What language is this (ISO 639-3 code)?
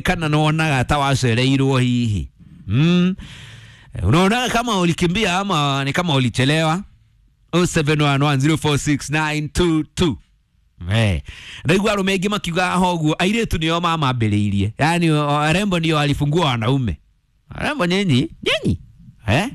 kik